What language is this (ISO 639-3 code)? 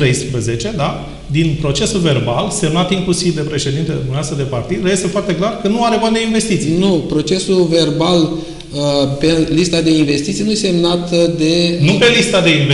ron